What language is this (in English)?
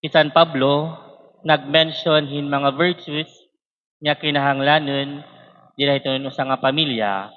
Waray